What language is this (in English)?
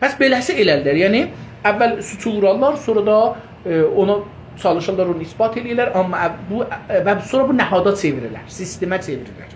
South Azerbaijani